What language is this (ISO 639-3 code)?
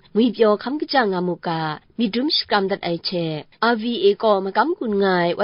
kac